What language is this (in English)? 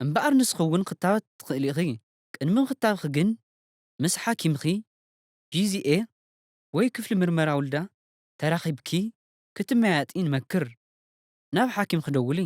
Tigrinya